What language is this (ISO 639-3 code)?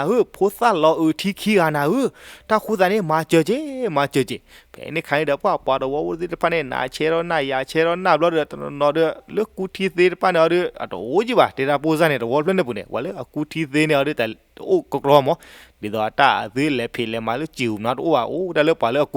ksw